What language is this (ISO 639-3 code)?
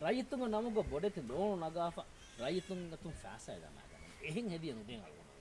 div